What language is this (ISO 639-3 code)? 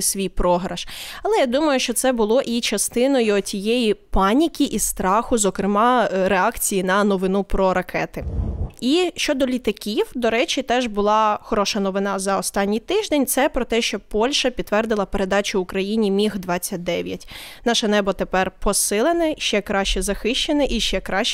ukr